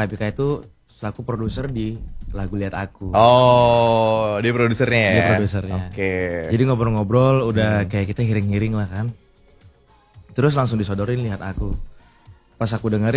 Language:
Indonesian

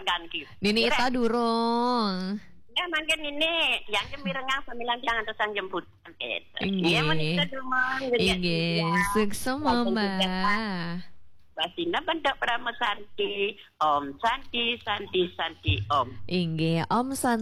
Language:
Balinese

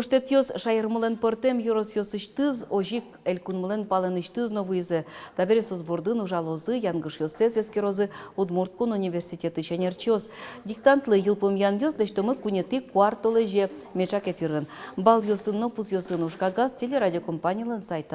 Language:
Udmurt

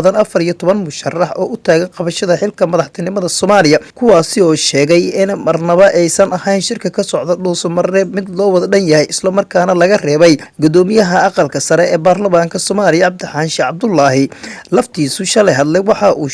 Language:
Somali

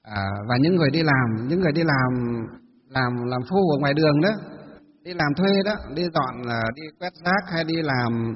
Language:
Vietnamese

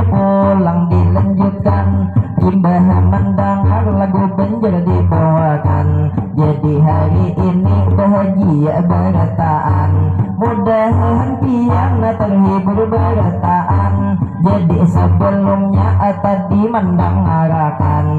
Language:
Banjar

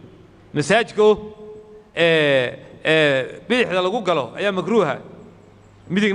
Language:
Somali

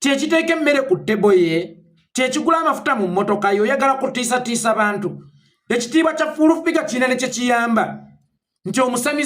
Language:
Ganda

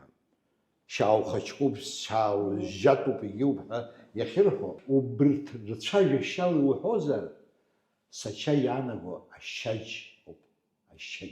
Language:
Abkhazian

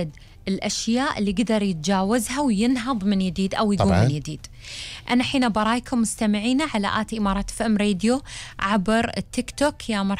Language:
Gulf Arabic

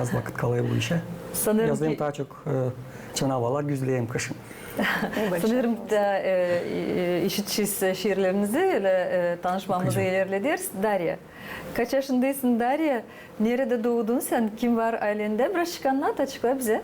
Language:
Gagauz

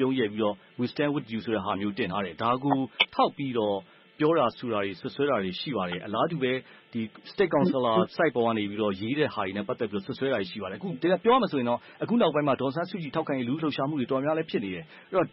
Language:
Burmese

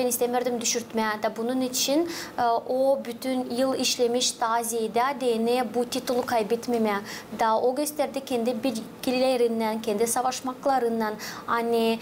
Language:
Gagauz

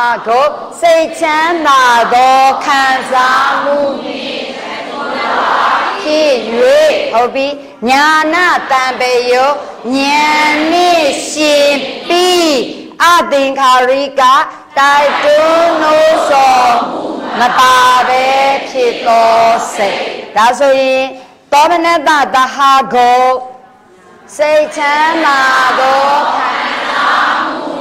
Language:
Burmese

